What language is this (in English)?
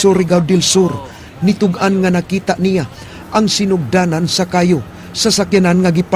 Cebuano